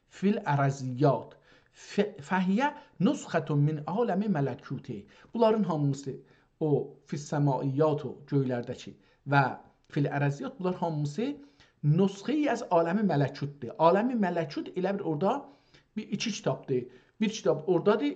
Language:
South Azerbaijani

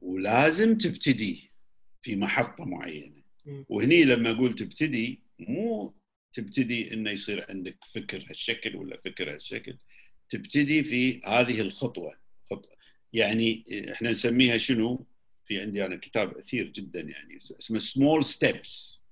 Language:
Gulf Arabic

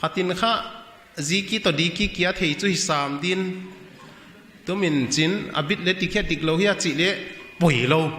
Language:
Paite Chin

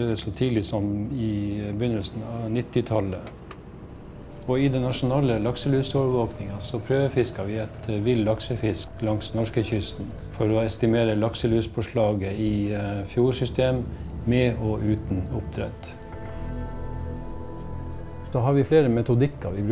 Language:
Norwegian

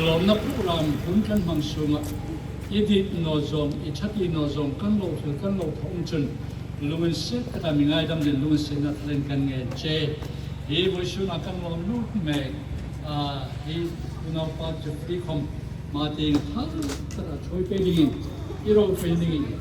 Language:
Hmar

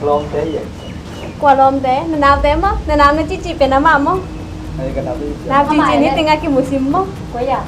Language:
Tedim Chin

